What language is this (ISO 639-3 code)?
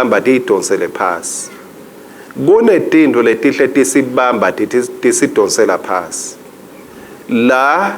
ssw